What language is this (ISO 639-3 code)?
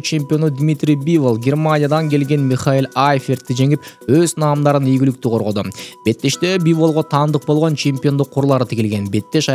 kir